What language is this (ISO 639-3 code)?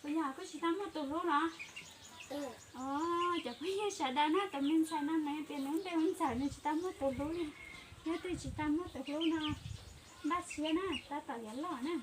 hmn